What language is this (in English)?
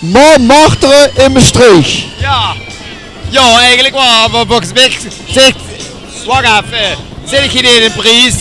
Limburgish